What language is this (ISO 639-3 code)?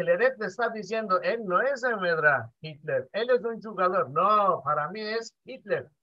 lad